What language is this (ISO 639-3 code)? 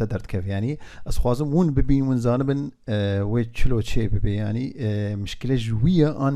kur